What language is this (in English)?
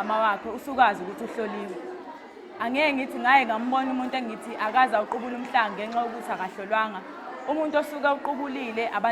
Zulu